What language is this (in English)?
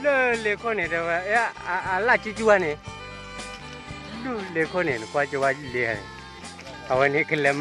S'gaw Karen